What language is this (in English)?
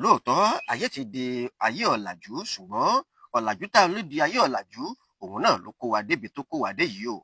Yoruba